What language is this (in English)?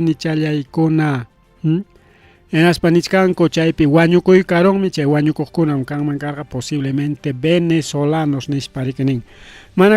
Ayacucho Quechua